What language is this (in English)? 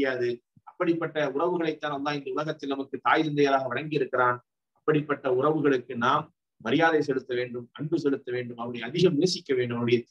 Tamil